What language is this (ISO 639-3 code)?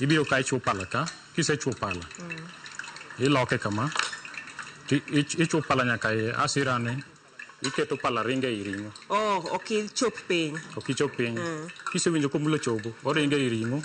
luo